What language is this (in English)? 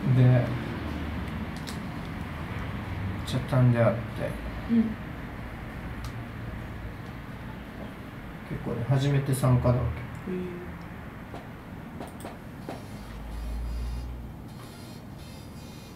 Japanese